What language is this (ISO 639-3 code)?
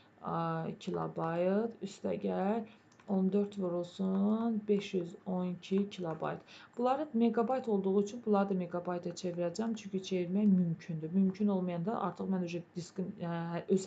aze